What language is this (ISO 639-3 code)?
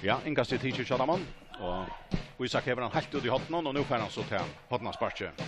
fao